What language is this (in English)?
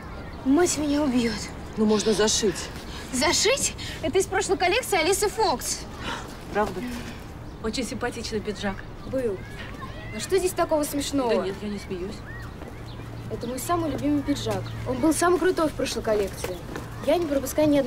Russian